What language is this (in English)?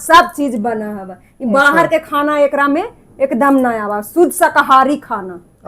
Magahi